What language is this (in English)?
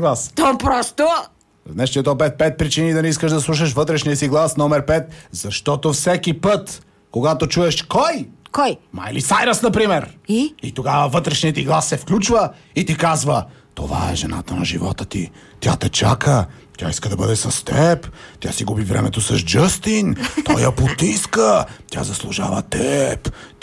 Bulgarian